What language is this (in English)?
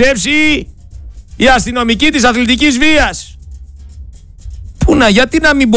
Greek